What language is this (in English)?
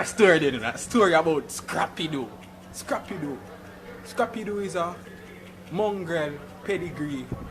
Jamaican Creole English